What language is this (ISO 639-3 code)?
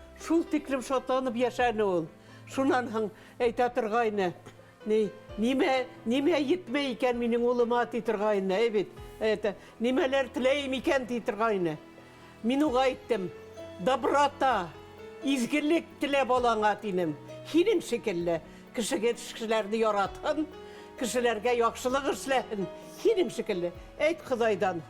bak